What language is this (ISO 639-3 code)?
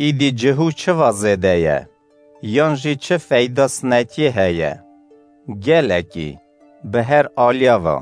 kur